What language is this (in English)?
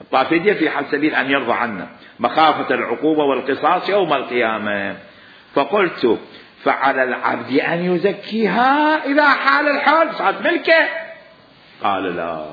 Mesopotamian Arabic